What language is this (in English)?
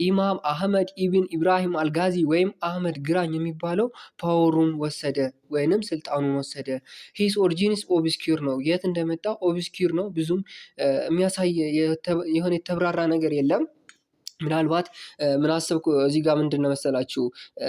Amharic